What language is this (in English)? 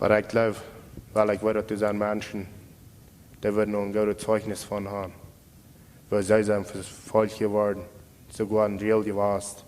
Plautdietsch